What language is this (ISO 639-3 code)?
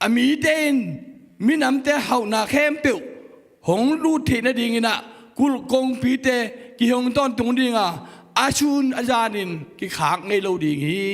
ctd